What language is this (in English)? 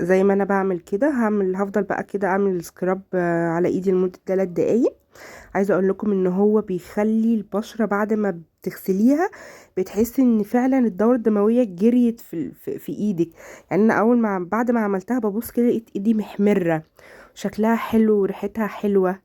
Egyptian Arabic